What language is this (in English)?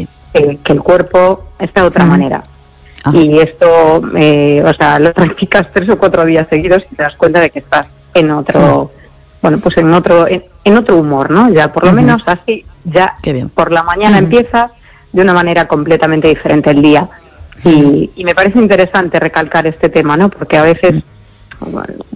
Spanish